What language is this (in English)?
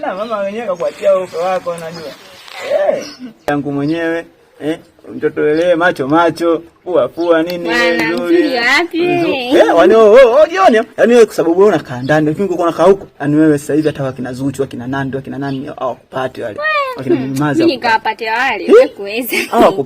Swahili